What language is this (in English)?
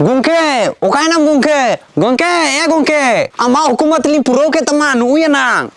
Santali